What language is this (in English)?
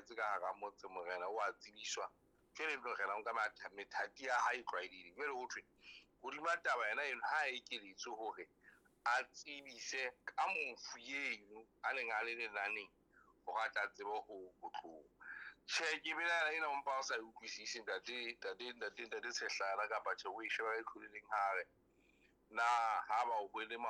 Southern Sotho